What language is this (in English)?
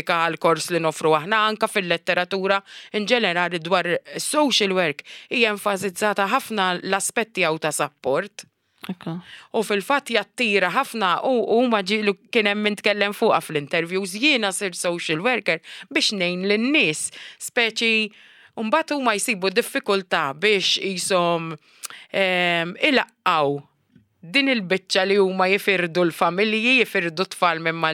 Maltese